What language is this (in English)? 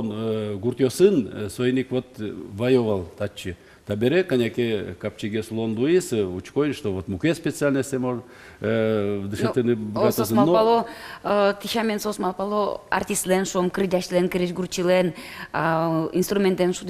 Udmurt